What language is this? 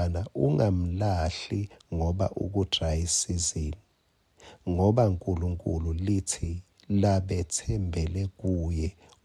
Swati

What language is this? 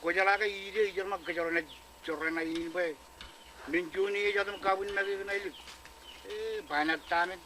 Marshallese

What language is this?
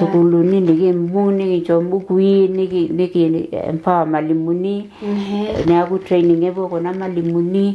Masai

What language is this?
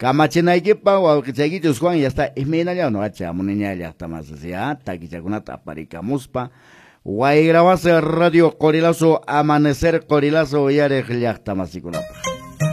Quechua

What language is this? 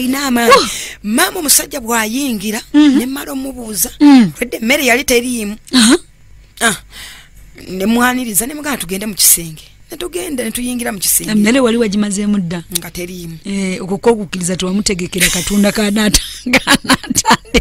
Ganda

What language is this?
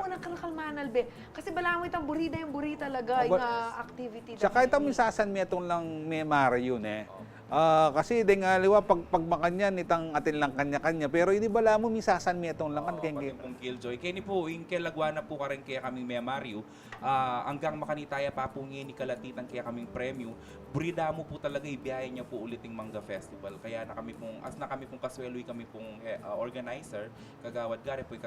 Pampanga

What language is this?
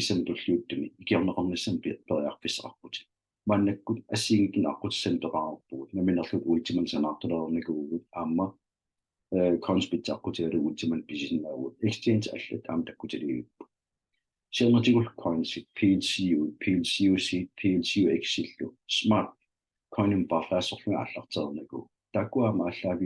Kalaallisut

